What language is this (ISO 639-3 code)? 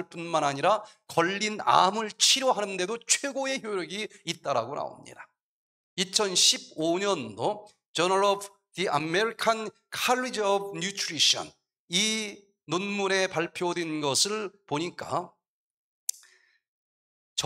kor